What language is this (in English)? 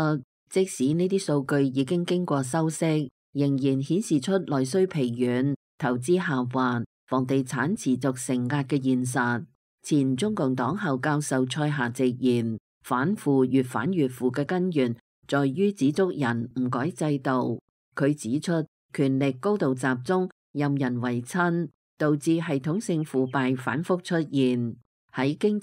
Cantonese